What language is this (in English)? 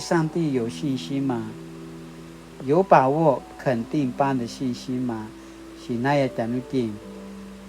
Paiwan